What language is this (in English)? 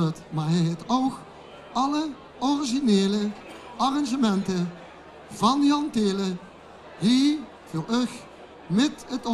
Limburgish